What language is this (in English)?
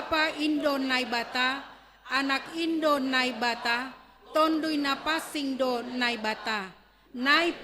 Batak Simalungun